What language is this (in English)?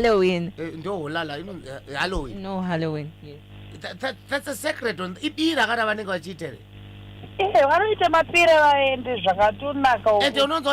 Shona